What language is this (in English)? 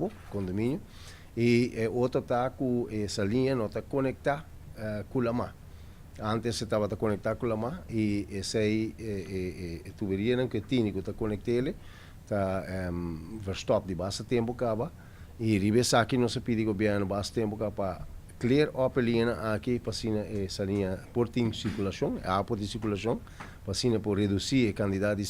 Papiamento